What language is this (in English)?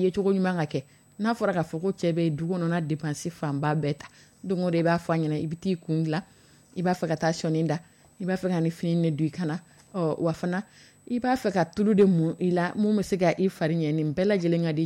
Dyula